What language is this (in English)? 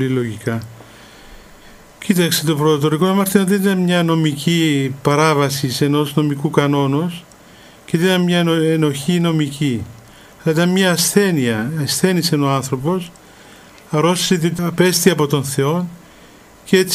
Greek